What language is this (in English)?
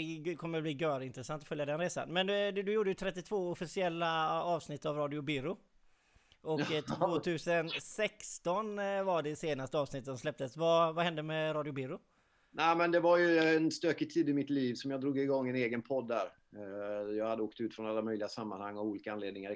Swedish